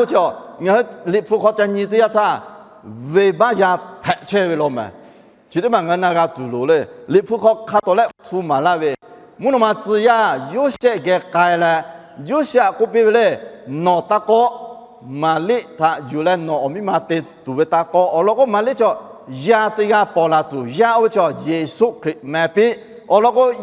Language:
Lahu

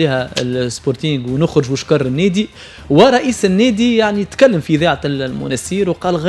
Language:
Tunisian Arabic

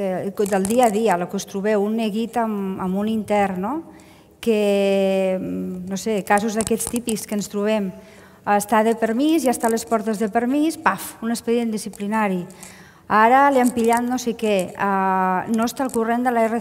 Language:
Catalan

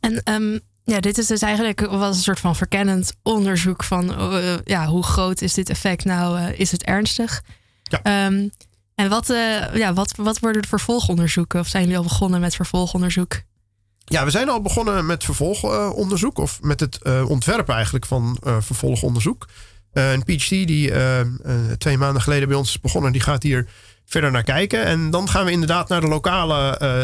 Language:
Dutch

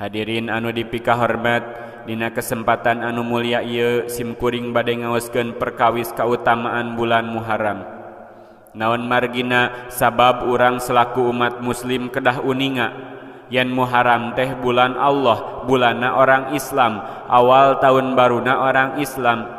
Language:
Sundanese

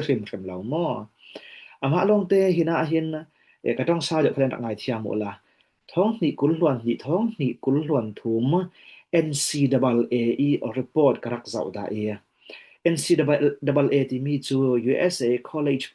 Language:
Falam Chin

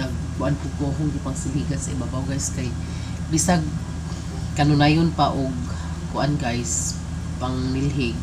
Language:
Cebuano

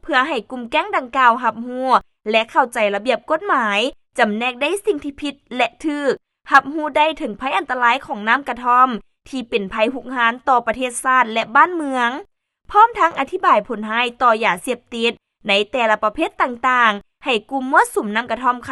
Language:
Lao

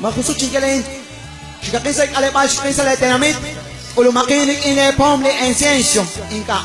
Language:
Kekchí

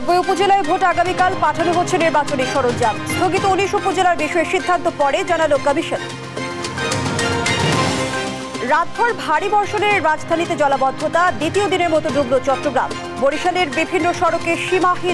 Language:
Bangla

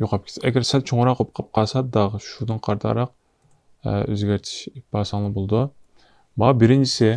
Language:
Uyghur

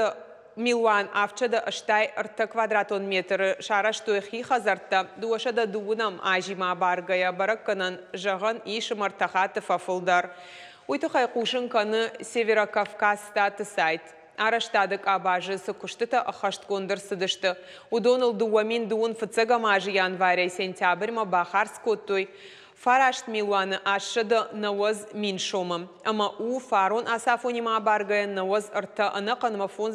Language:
Ossetic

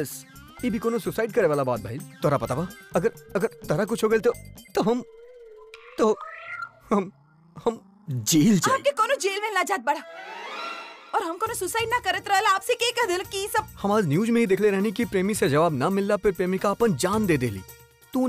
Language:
Bhojpuri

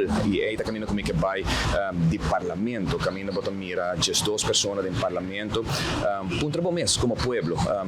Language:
Papiamento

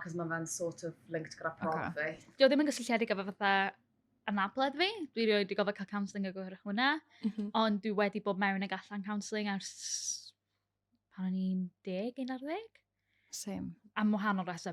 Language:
Welsh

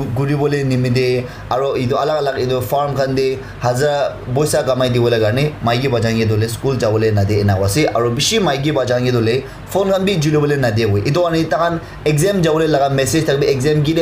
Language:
Naga Pidgin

